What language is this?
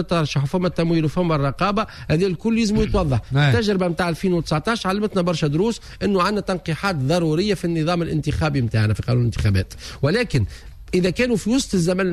Tunisian Arabic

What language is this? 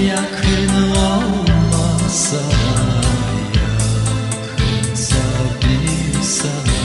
Gagauz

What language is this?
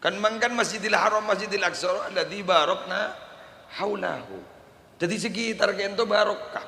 Madurese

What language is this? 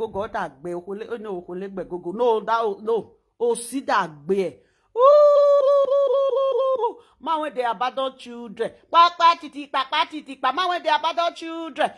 Nigerian Pidgin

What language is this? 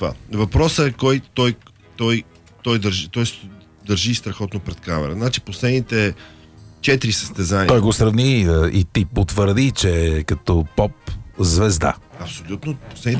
Bulgarian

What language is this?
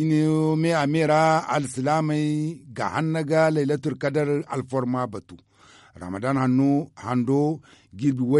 Zarma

